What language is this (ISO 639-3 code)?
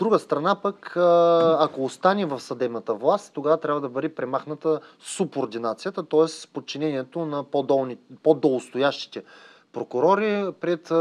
bul